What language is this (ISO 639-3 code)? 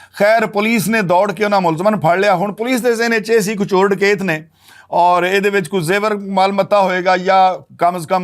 lah